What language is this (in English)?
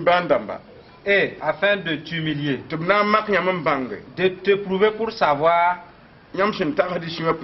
Mossi